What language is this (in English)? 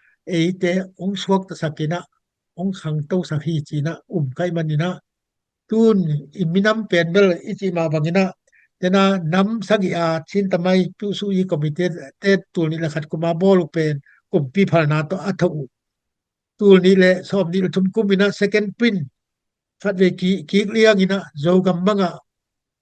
Tedim Chin